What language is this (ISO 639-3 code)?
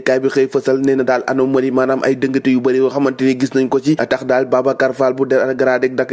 wol